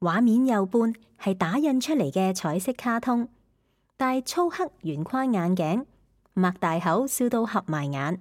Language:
Cantonese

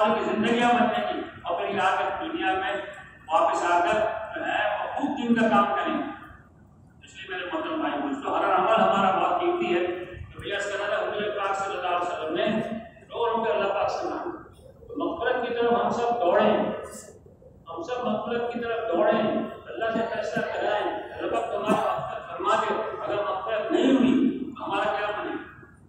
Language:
Urdu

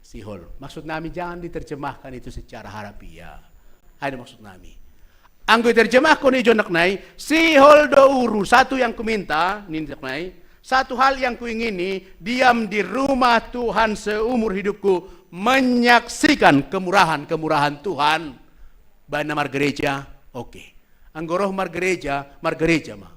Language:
Batak Simalungun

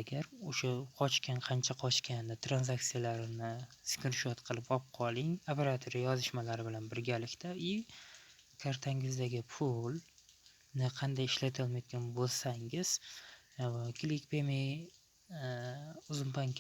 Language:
Uzbek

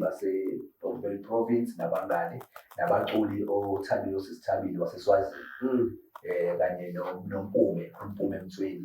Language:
Zulu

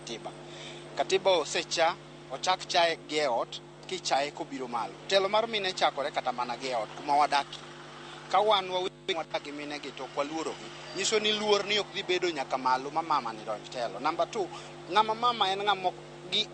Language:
Luo (Kenya and Tanzania)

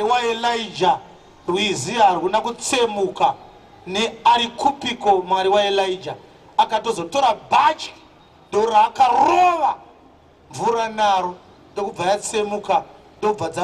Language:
Shona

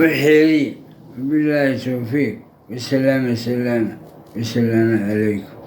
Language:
Somali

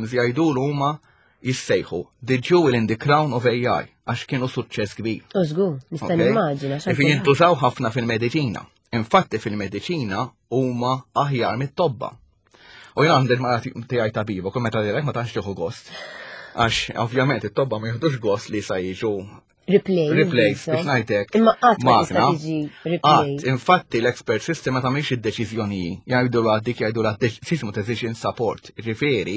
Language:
Maltese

